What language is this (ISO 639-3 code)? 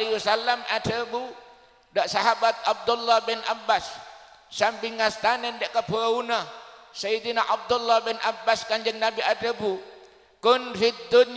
mad